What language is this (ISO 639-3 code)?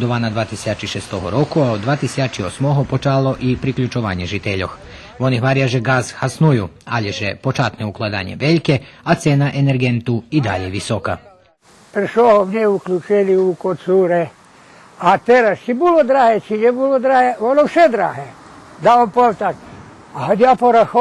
rue